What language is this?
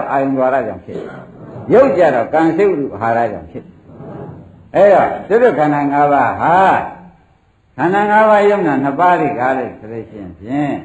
Burmese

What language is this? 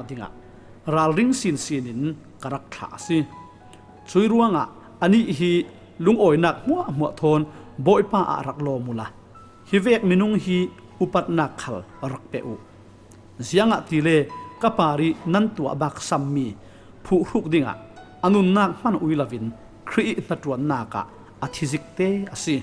Falam Chin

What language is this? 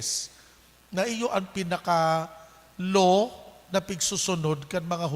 Bikol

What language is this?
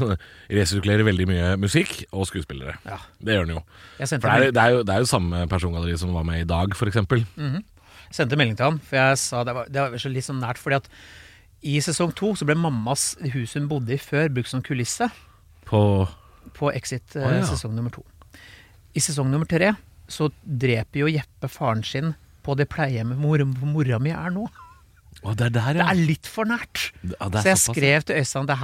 Norwegian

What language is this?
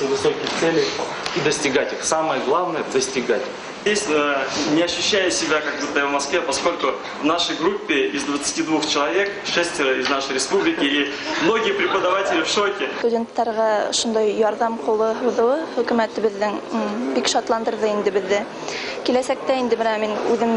Bashkir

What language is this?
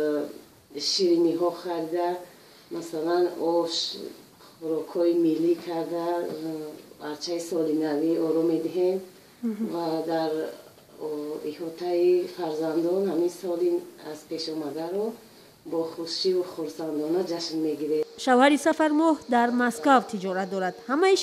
Tajik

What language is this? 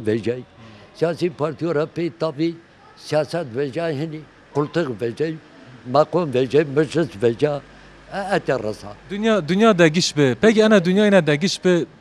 Zaza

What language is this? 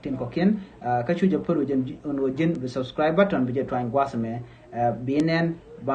Nuer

